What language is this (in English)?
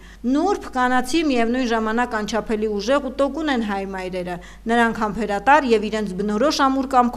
Armenian